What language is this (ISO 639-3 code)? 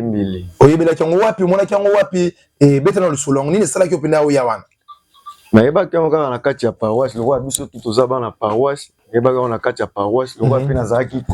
lin